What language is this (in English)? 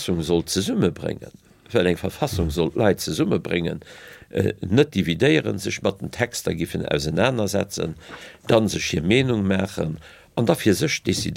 Luxembourgish